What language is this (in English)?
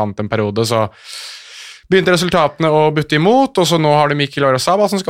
Norwegian